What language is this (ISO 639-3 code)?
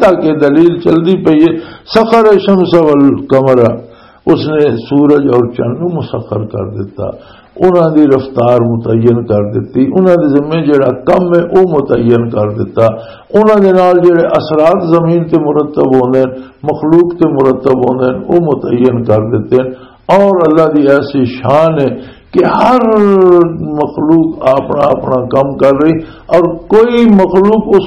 lah